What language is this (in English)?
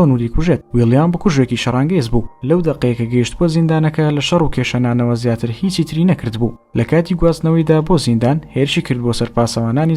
Central Kurdish